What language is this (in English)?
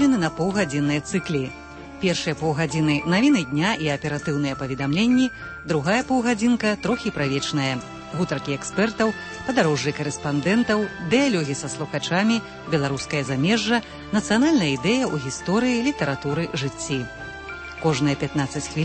Belarusian